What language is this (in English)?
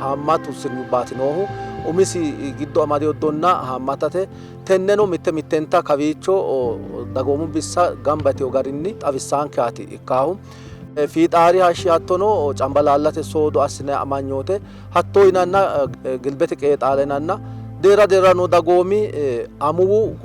Sidamo